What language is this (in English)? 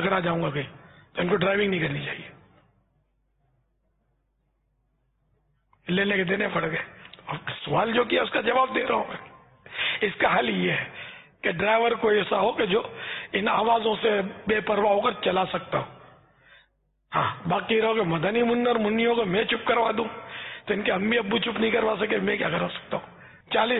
Urdu